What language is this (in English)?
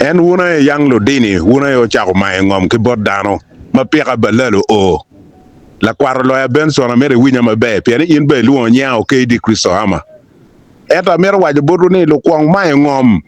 Acoli